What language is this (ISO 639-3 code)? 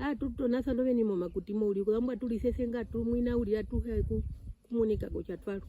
her